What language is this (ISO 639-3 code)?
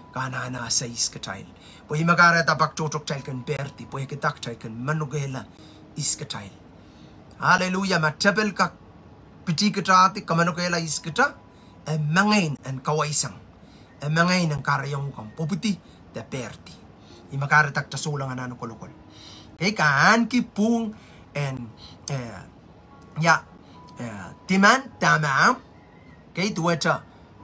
pon